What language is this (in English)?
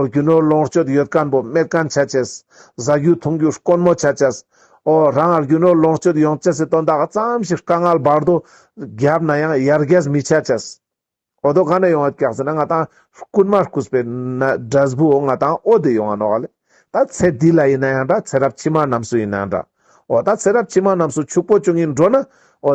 Ladakhi